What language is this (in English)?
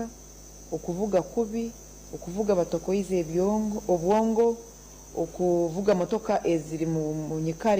Nyankole